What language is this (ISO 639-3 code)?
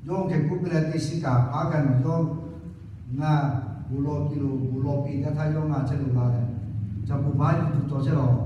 lhu